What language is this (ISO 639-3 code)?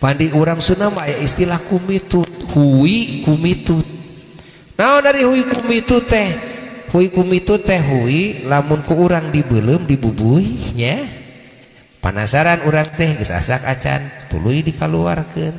sun